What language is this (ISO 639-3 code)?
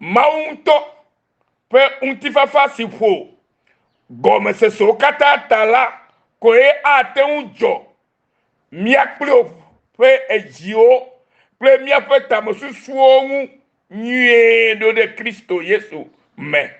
ewe